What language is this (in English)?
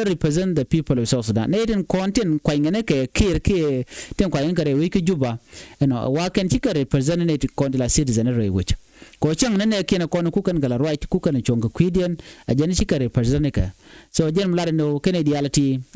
Nuer